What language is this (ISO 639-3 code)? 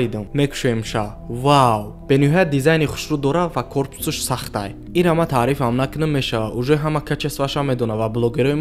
tgk